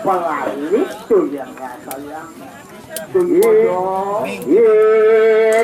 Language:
Balinese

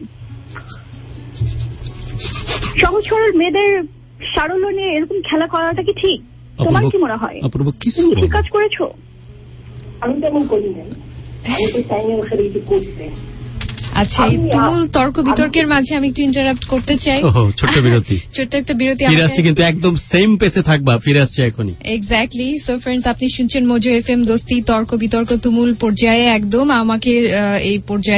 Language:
Bangla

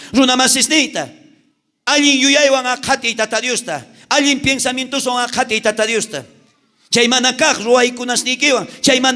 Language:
South Bolivian Quechua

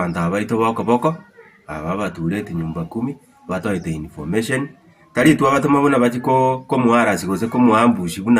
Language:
Gusii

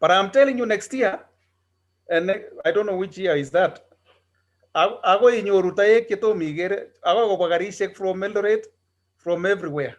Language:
Kalenjin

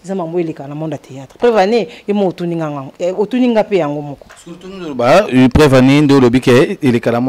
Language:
Lingala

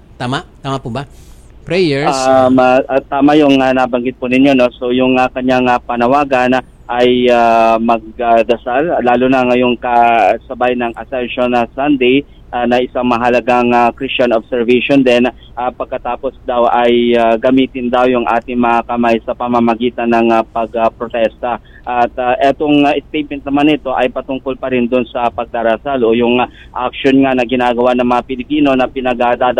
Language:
Filipino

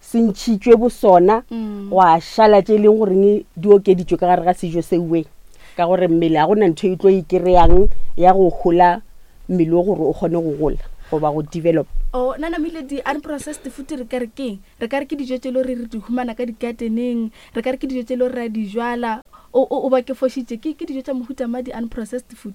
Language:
Northern Sotho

